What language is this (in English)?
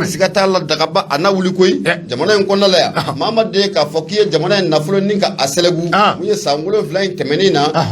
Bambara